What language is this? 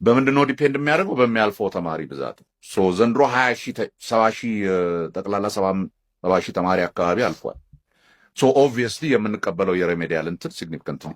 Amharic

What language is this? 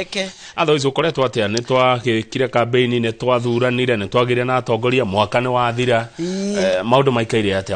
Kikuyu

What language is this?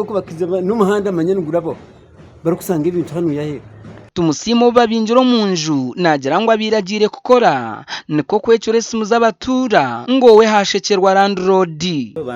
Nyankole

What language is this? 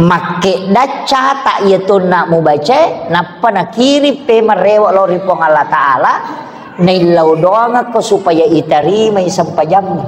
Buginese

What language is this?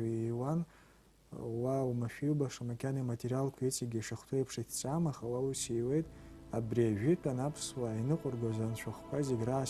Abkhazian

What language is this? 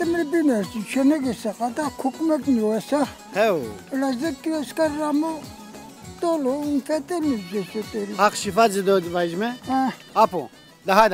Zaza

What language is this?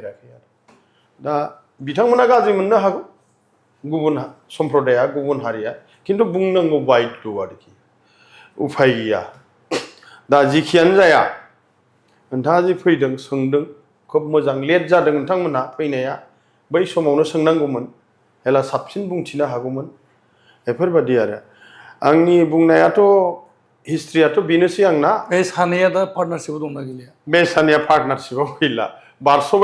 Bodo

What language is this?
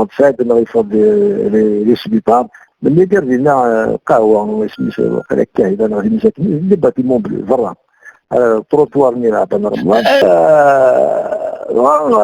Kabyle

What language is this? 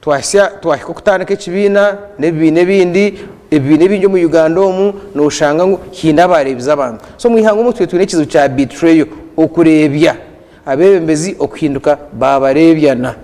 Nyankole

